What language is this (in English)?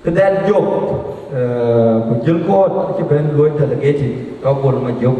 Dinka